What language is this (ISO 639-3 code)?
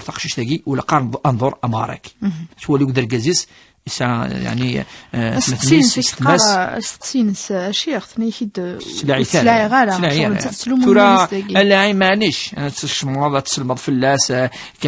kab